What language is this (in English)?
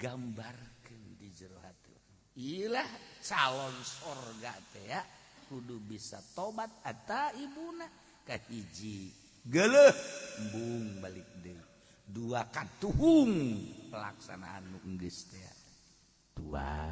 Sundanese